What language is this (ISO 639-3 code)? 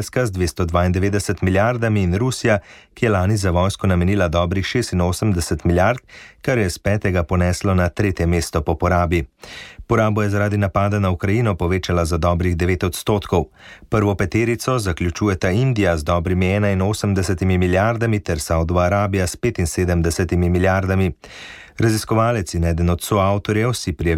slv